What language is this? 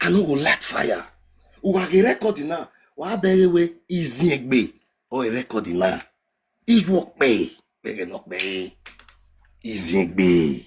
Nigerian Pidgin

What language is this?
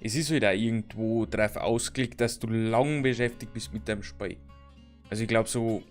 Bavarian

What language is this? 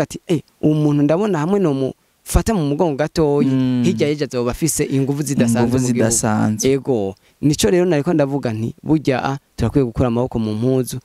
Rundi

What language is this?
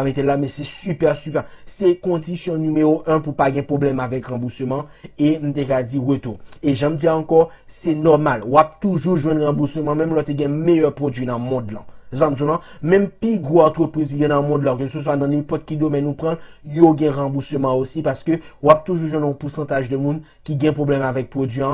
Haitian Creole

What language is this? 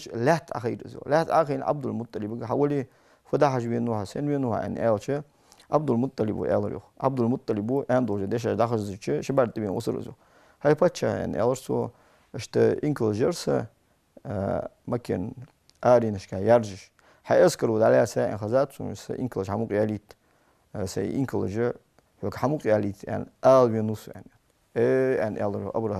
Ingush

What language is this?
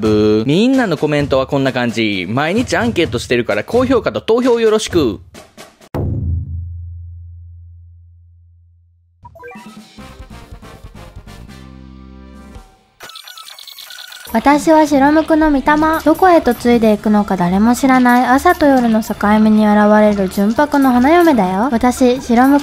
Japanese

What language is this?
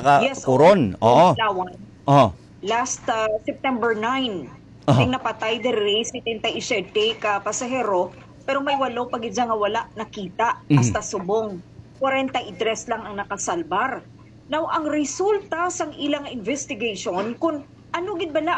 Hiligaynon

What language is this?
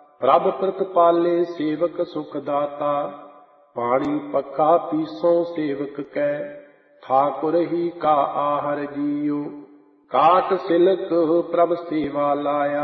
Punjabi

